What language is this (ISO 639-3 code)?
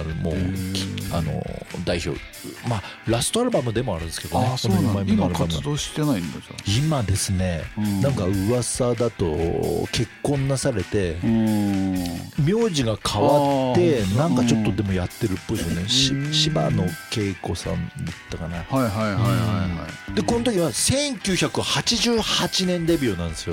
jpn